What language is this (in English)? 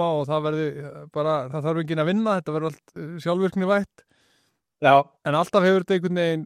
Icelandic